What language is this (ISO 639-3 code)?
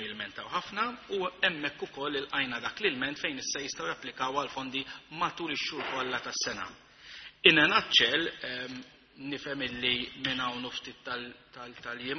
mlt